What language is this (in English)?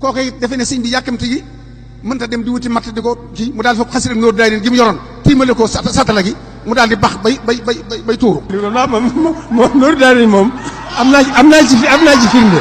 Wolof